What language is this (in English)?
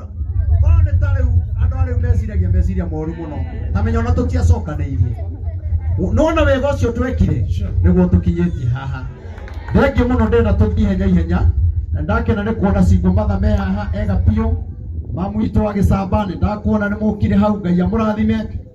Kikuyu